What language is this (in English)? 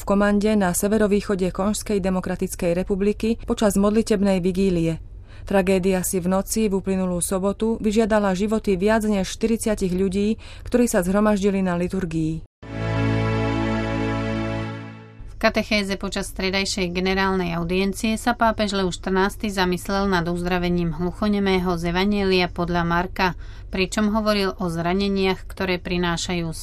Slovak